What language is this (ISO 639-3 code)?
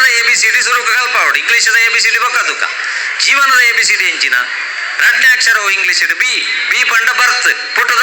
tcy